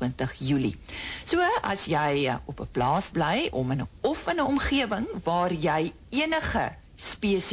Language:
Afrikaans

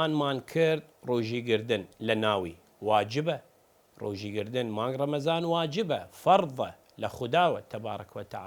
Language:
Southern Kurdish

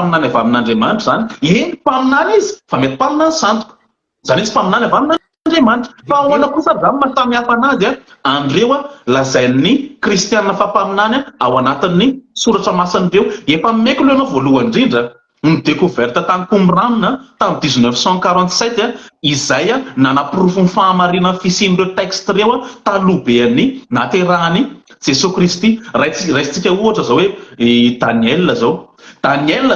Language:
Malagasy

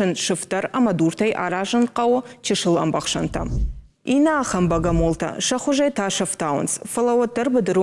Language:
Ossetic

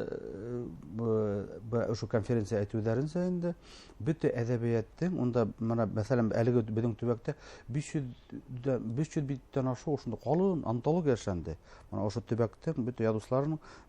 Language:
Bashkir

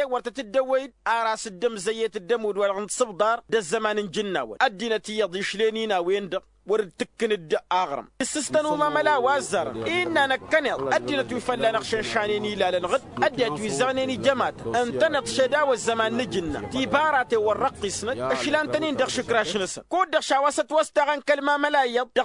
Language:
Tamasheq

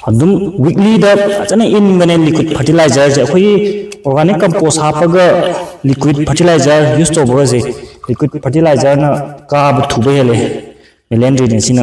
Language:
Manipuri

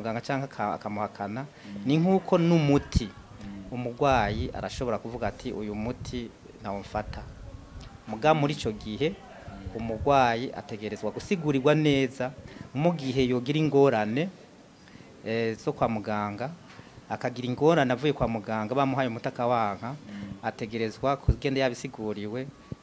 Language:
Rundi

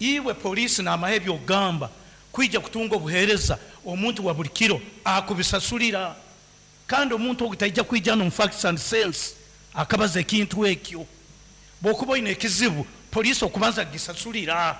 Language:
Nyankole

